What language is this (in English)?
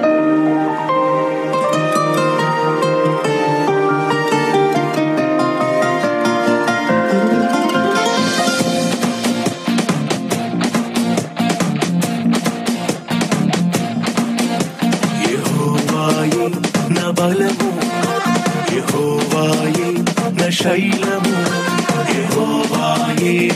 Telugu